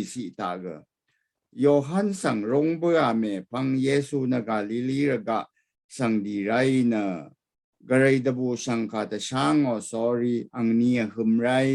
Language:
Rawang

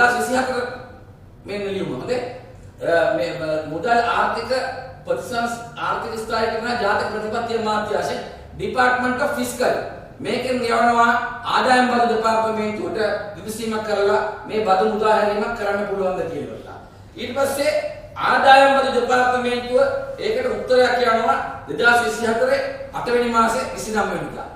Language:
Sinhala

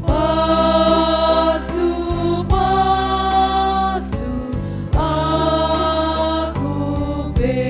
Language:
Batak Karo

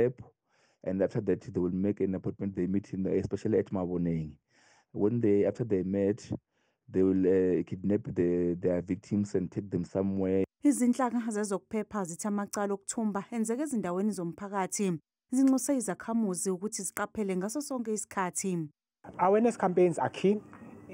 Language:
Zulu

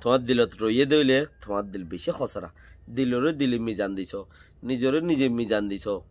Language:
Rohingya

